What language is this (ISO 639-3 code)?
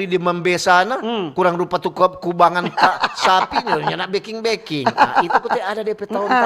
xmm